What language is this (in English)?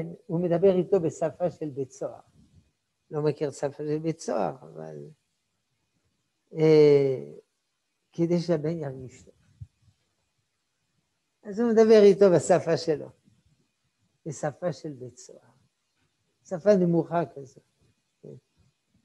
Hebrew